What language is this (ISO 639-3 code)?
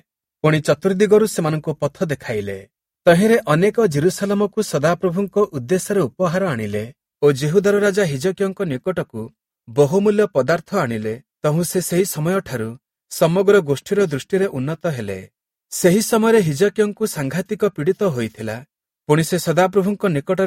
ori